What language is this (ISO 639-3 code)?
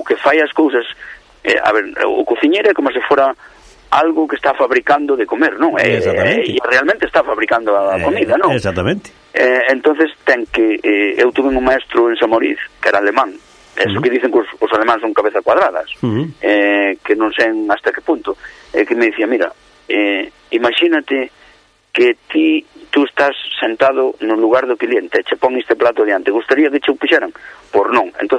glg